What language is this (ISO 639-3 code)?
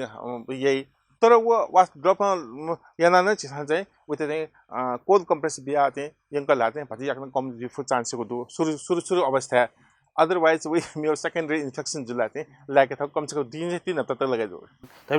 new